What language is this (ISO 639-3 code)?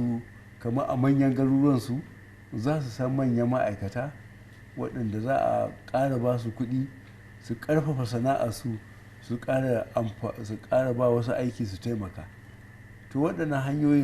hau